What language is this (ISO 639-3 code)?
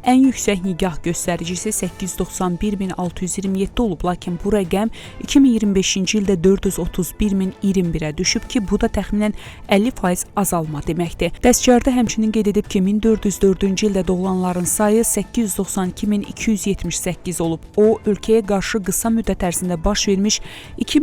aze